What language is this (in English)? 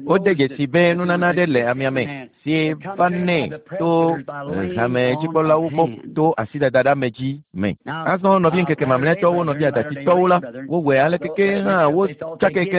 Ewe